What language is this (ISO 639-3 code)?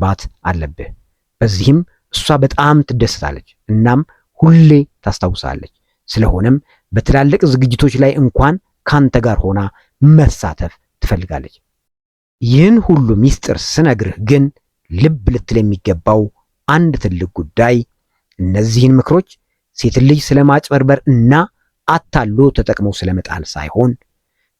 amh